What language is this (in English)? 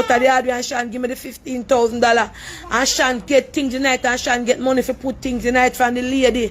Jamaican Creole English